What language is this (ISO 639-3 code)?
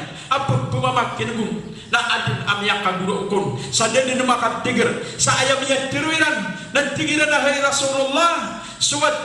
mrw